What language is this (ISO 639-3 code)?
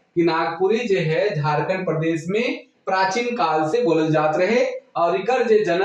sck